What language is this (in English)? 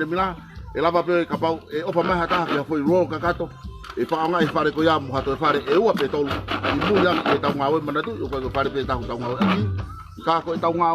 Tongan